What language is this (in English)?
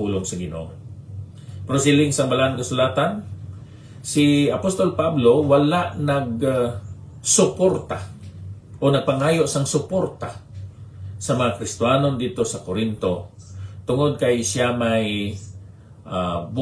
Hiligaynon